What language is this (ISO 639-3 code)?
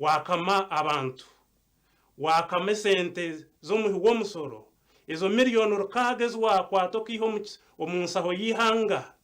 nyn